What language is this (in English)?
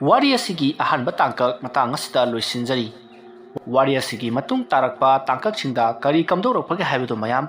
Manipuri